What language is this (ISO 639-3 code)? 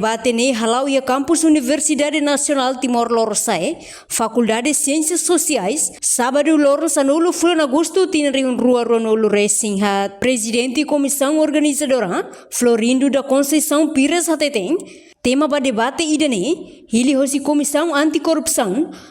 tet